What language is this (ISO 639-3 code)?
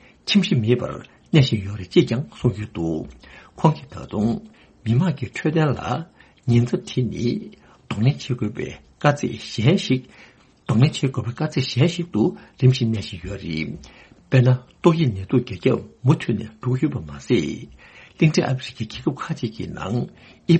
bod